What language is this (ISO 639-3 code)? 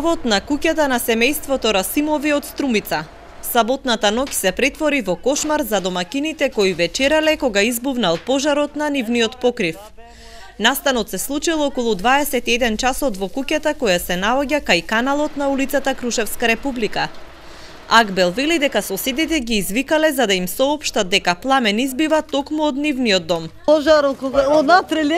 mkd